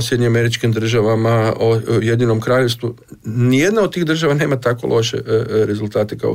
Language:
Croatian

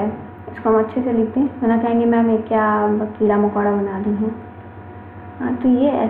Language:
Hindi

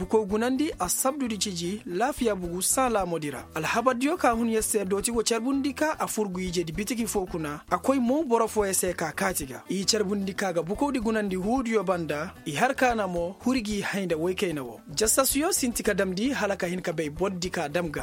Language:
Koyraboro Senni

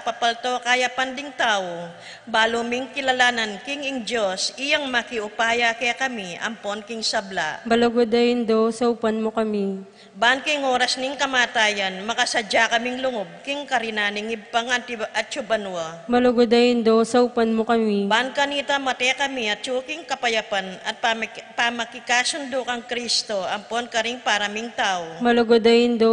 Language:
Pampanga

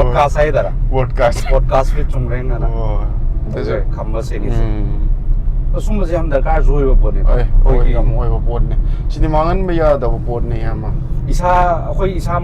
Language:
Manipuri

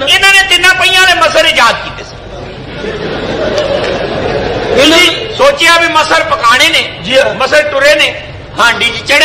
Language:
Punjabi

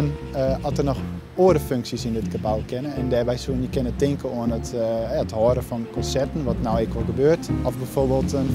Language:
Western Frisian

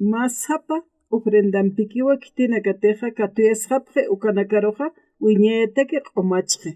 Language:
Aymara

